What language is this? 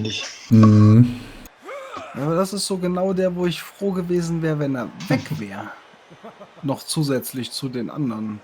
Swiss German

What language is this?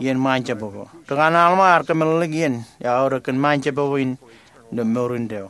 Marshallese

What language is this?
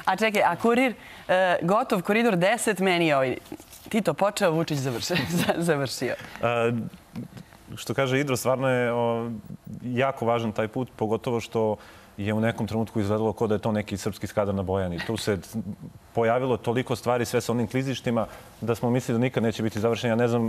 Serbian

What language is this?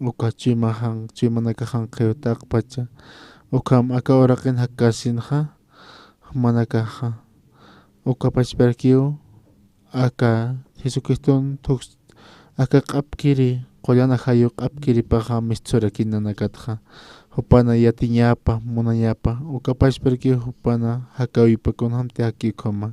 Aymara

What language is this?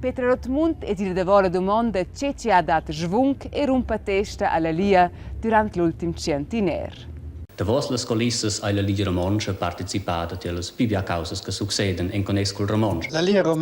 Romansh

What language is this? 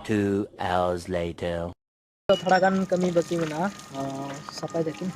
Santali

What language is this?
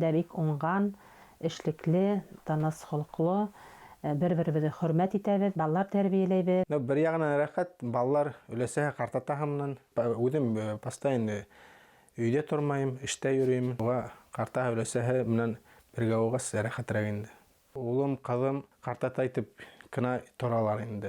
Bashkir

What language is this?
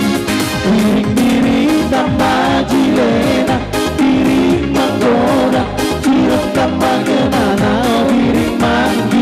Batak Karo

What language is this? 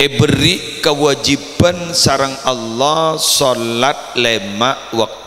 Madurese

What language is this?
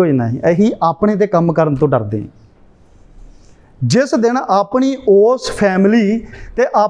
Punjabi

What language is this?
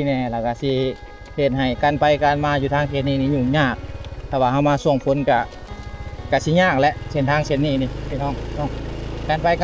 Lao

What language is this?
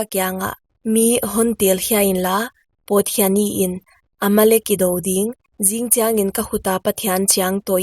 Paite Chin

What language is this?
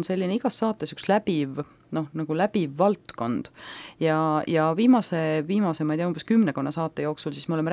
Estonian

